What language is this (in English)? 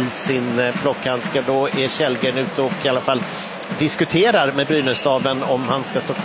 Swedish